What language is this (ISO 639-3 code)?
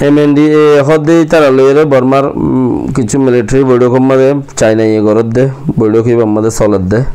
rhg